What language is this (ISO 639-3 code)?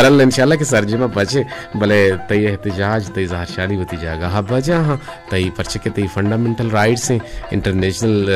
bal